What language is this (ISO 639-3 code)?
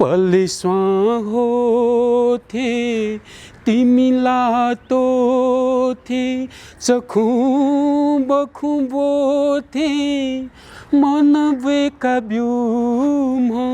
new